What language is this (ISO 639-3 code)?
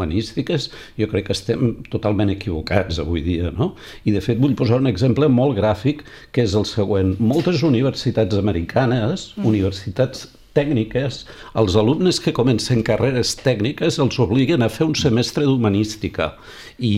cat